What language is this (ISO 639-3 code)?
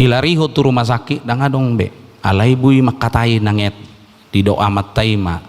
bbc